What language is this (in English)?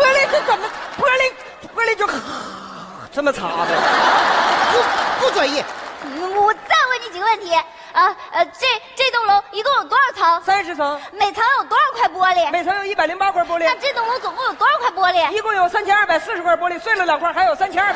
Chinese